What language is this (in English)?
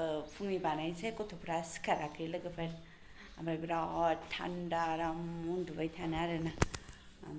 Bodo